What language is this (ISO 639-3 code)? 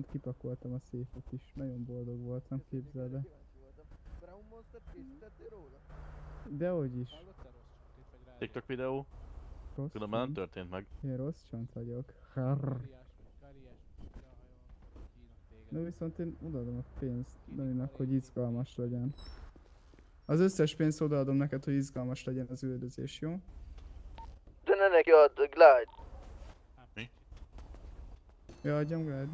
hun